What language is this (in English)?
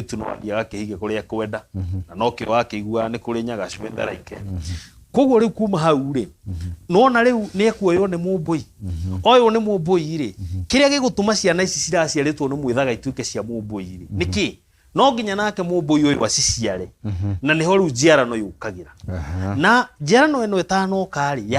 Kikuyu